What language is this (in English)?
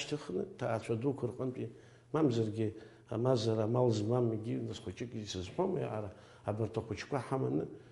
Abkhazian